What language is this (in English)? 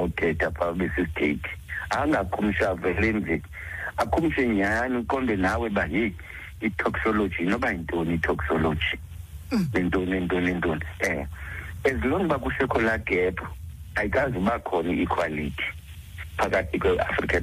Xhosa